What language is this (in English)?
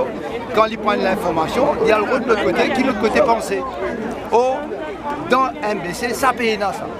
Morisyen